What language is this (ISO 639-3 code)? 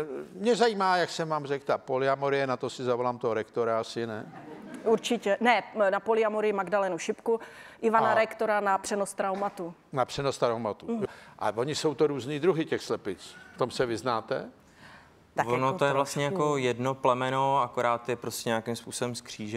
ces